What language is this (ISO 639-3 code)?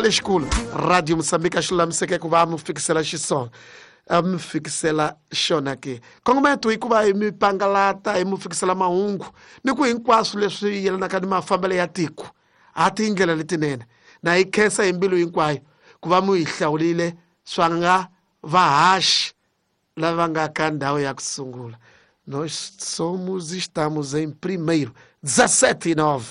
tso